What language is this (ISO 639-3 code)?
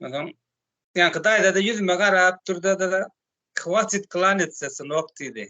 tuk